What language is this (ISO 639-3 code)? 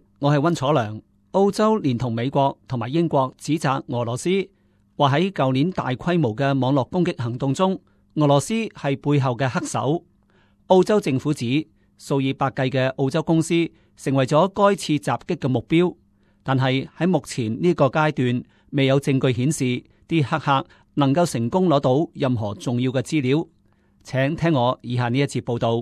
yue